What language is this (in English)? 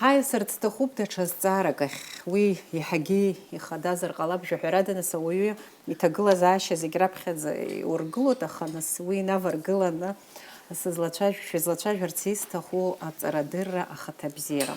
Abkhazian